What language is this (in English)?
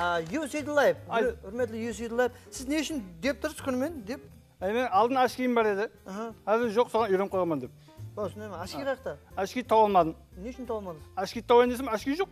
Kara-Kalpak